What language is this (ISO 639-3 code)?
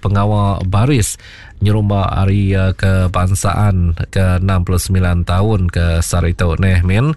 iba